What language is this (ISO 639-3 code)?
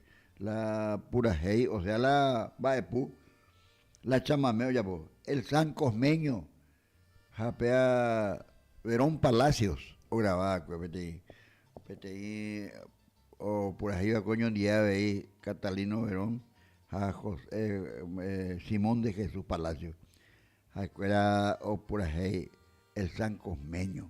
grn